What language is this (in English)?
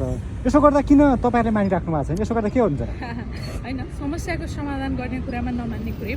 Nepali